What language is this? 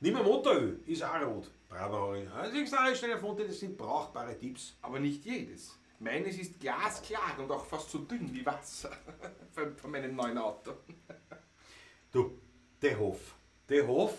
Bavarian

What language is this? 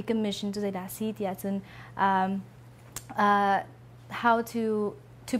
Hakha Chin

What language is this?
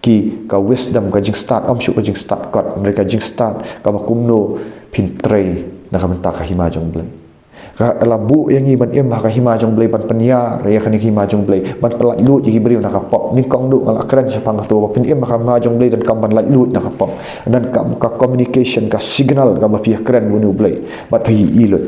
Khasi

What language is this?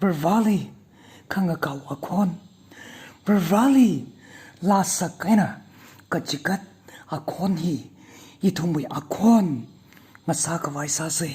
Tangkhul Naga (India)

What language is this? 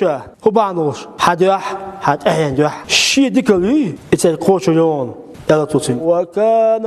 Chechen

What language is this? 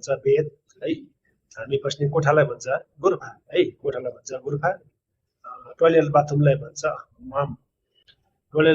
Nepali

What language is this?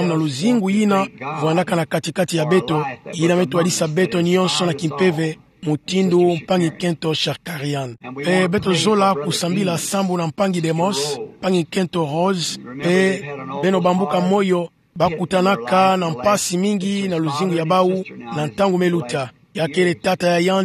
Kituba (Democratic Republic of Congo)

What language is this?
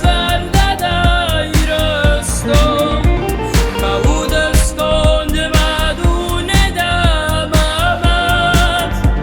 Ossetic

